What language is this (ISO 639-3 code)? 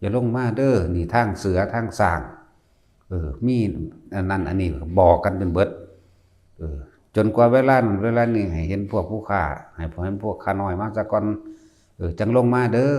tts